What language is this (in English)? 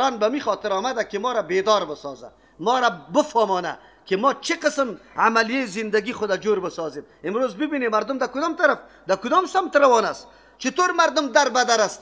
Persian